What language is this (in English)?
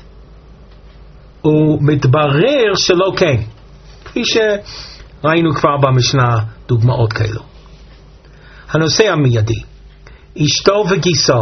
Hebrew